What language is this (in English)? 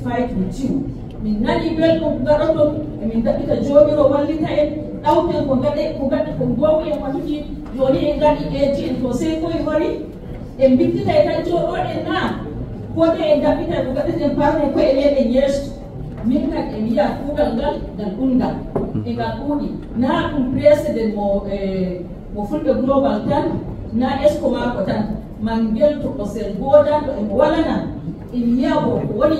Fula